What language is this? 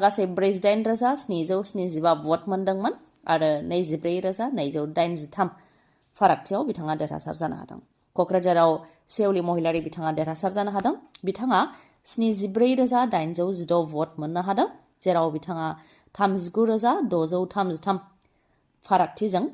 Bodo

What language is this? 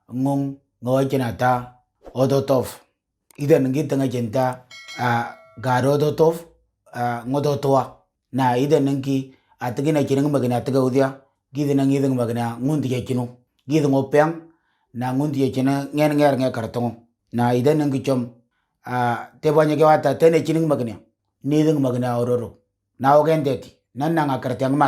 Moro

